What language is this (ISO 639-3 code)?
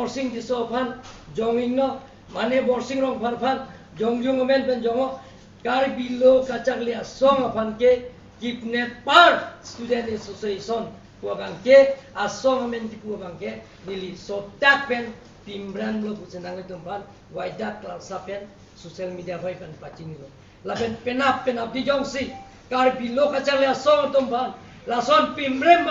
mjw